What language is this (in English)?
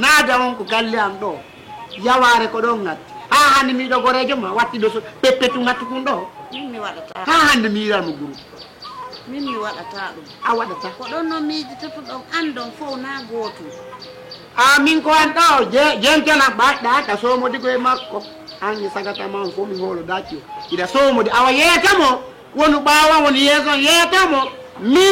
Fula